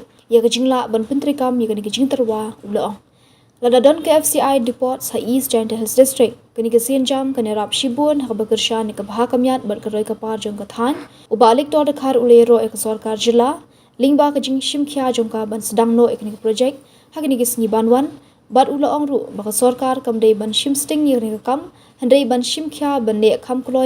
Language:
Khasi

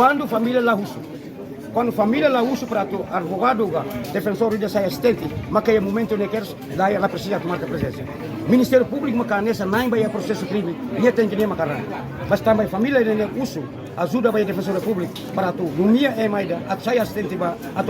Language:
Tetum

